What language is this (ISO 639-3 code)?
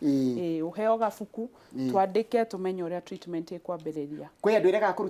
kik